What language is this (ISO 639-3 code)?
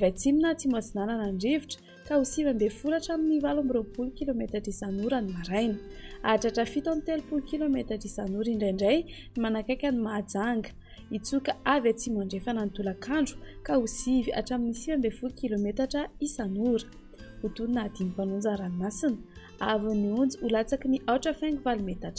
mlg